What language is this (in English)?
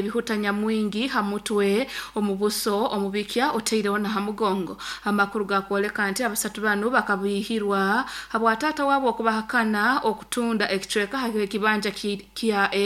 Nyoro